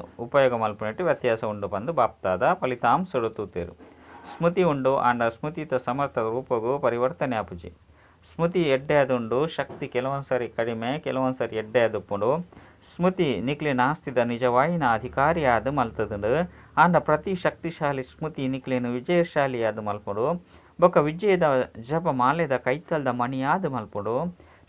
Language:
Tulu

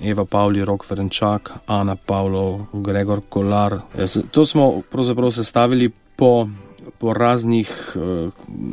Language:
Slovenian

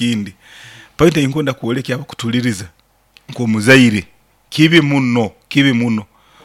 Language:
Nyankole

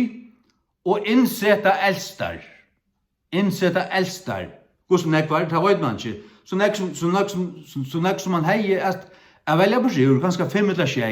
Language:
Faroese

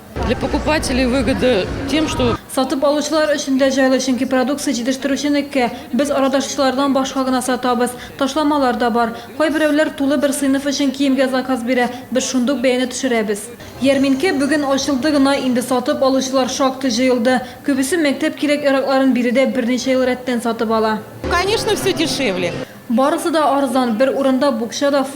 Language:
Tatar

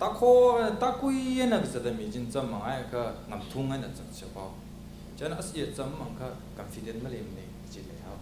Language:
Tangkhul Naga (India)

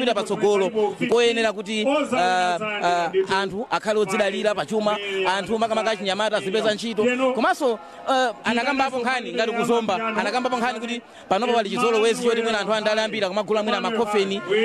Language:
Nyanja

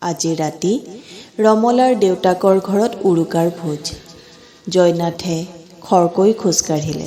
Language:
Assamese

